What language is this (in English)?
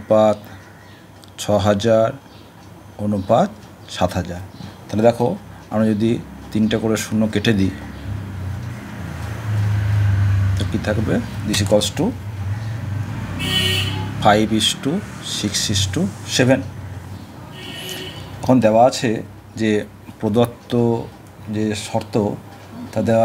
Bangla